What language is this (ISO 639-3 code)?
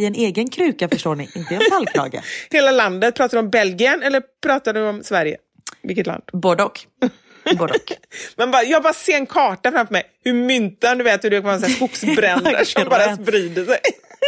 swe